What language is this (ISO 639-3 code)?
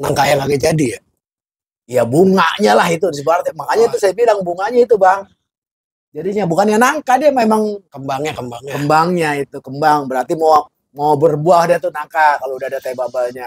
bew